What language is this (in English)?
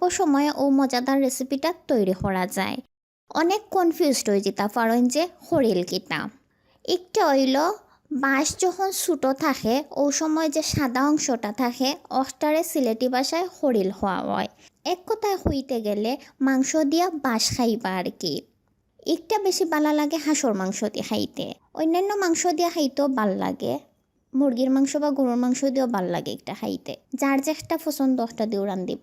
Sylheti